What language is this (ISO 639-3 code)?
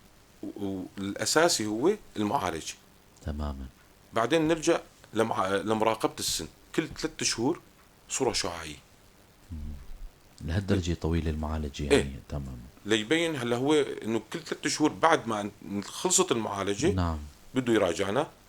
apc